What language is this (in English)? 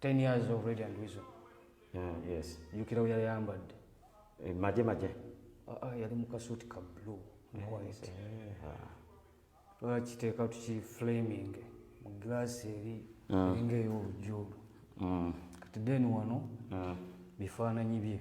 Ganda